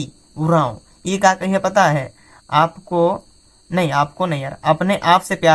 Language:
Sadri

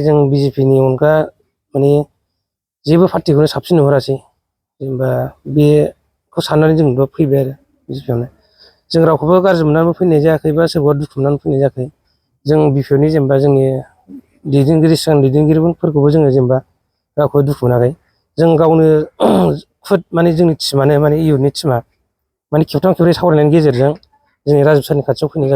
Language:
Bodo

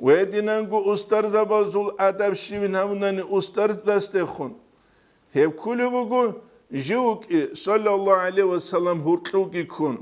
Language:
Avaric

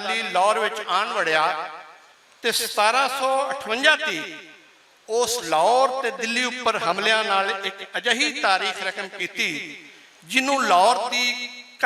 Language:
Western Panjabi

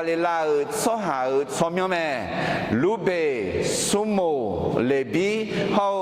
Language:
Akha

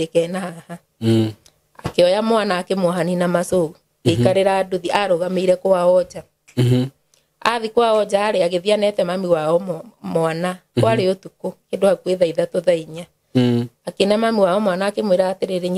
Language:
Kikuyu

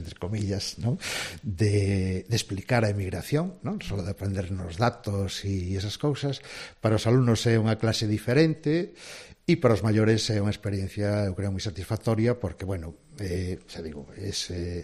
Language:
Galician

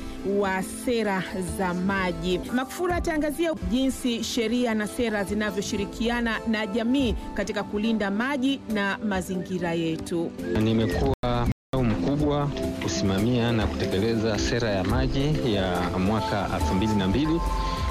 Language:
Swahili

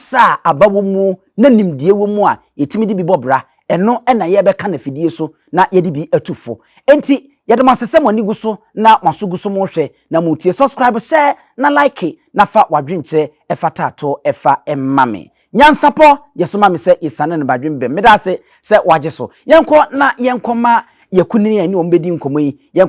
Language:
Akan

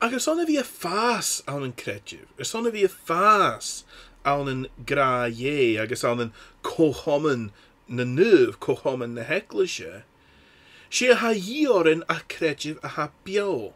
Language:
Scottish Gaelic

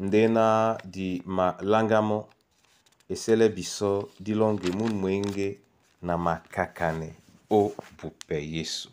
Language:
Duala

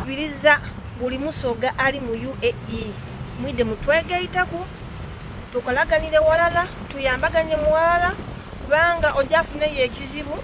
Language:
Soga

